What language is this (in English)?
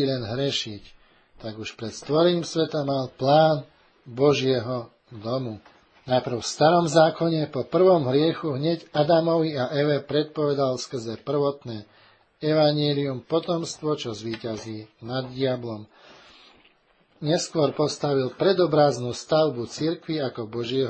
Slovak